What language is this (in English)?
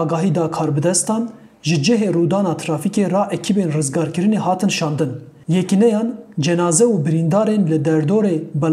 Kurdish